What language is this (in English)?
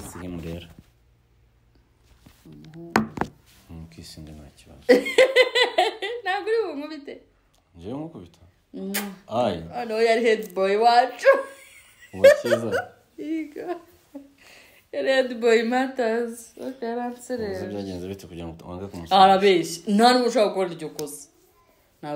Kinyarwanda